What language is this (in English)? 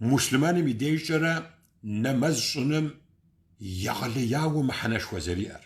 Kabardian